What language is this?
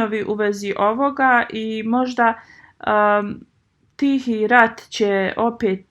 Bosnian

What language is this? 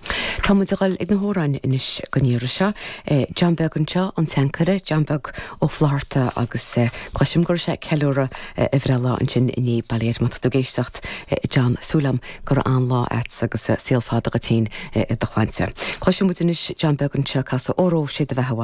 Irish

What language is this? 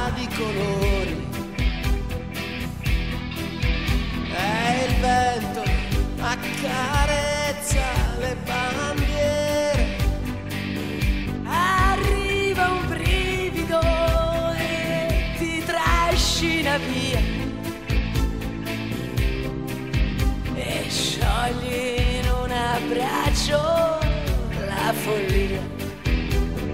Italian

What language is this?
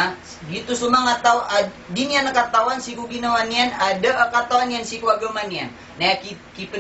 Maranao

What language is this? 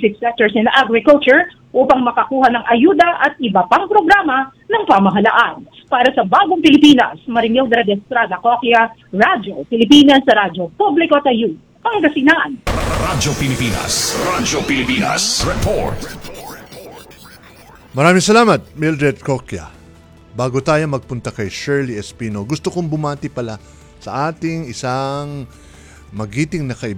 Filipino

